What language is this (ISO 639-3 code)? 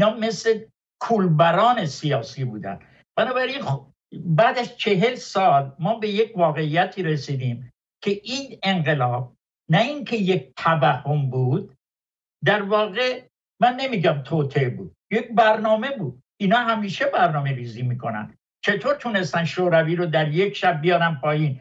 fas